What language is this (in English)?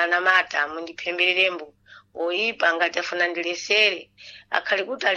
Sena